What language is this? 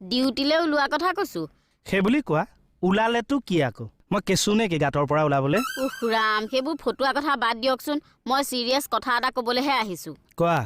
Assamese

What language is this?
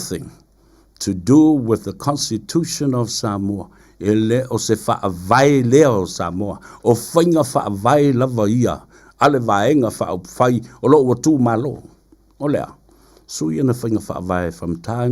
Samoan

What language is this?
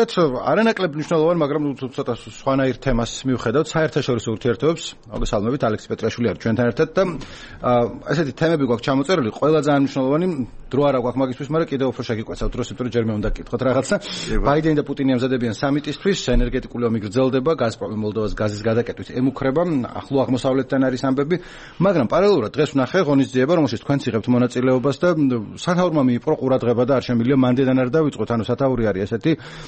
Georgian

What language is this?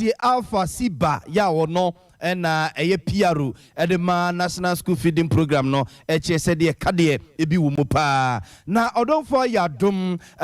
Akan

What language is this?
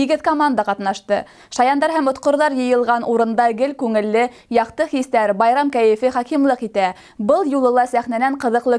Bashkir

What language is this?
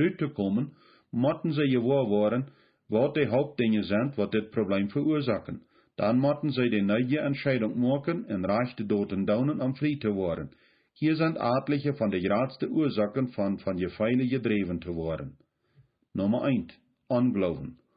Plautdietsch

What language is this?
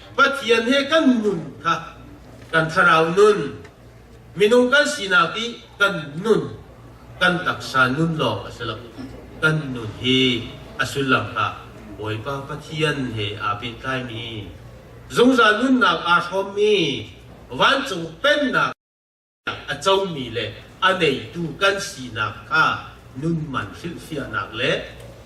Hakha Chin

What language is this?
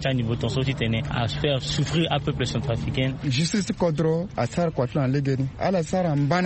Sango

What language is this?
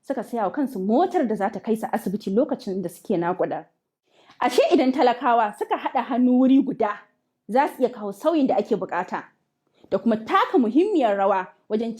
Hausa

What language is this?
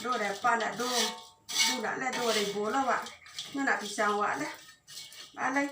Minangkabau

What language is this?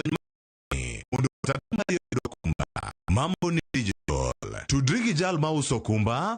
Luo (Kenya and Tanzania)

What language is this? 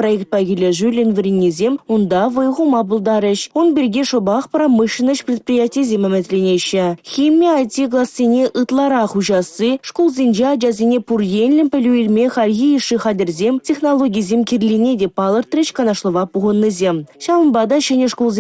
Chuvash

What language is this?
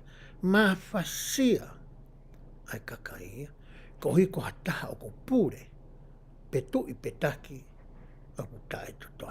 Tongan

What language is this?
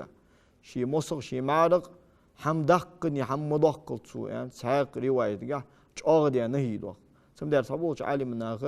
Ingush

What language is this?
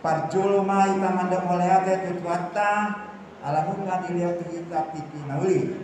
Batak Toba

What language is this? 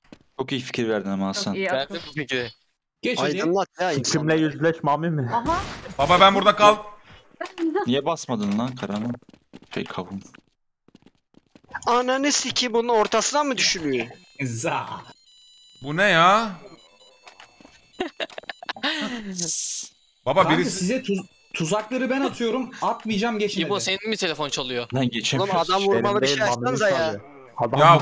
Turkish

